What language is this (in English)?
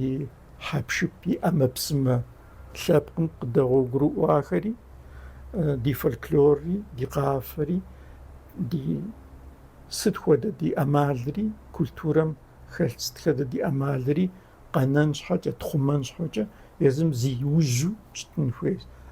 Kabardian